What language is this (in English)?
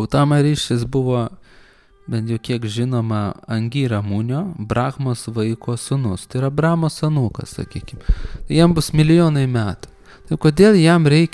Lithuanian